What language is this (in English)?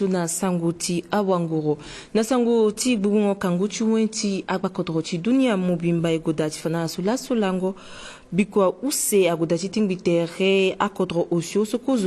Sango